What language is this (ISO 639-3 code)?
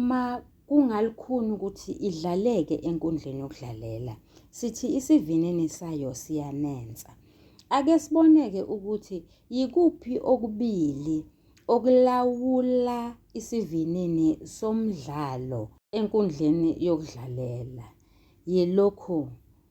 zul